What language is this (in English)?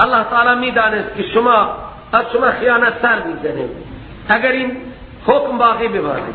Persian